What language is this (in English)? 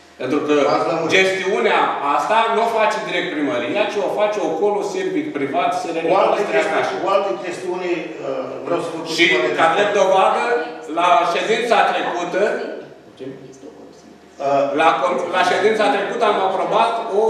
Romanian